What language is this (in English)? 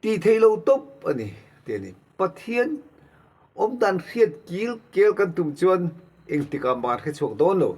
Mizo